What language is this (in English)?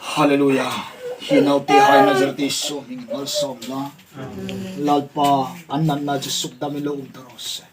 Hmar